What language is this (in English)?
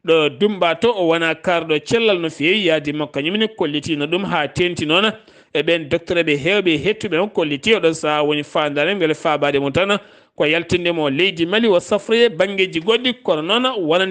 Fula